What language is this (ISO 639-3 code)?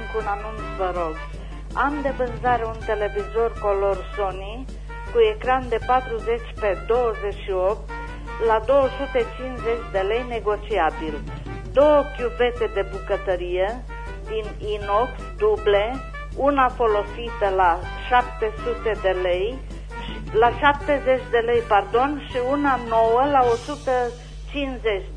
ron